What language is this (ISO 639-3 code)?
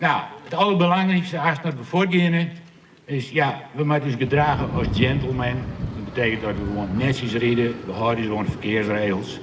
fry